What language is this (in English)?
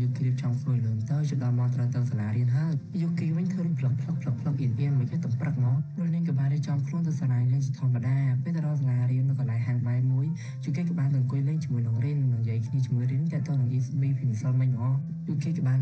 Khmer